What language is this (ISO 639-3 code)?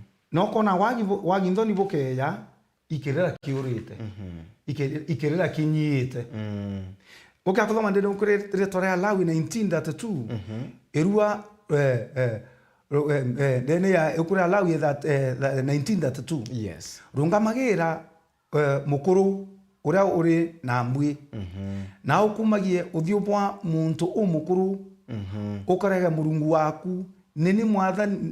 mer